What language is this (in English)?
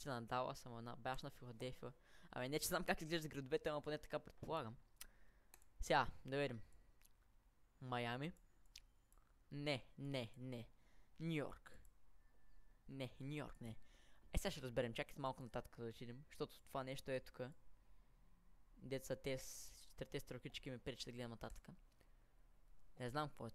Bulgarian